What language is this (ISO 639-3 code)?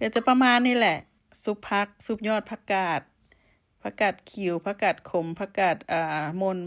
lao